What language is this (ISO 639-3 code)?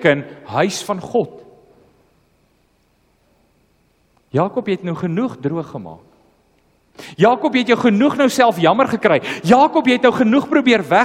afr